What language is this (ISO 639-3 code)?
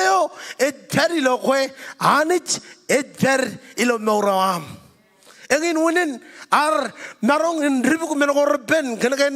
mah